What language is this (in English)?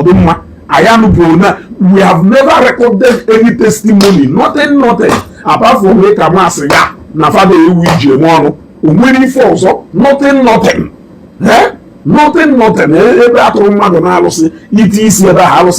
Igbo